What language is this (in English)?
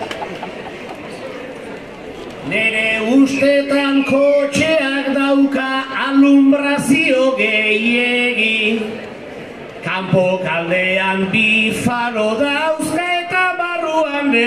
Basque